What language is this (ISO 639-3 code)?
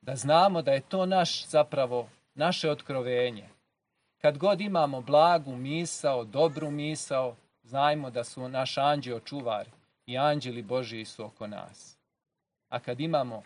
srp